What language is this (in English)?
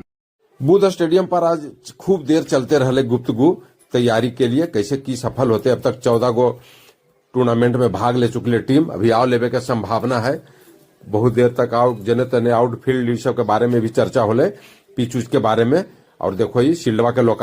Magahi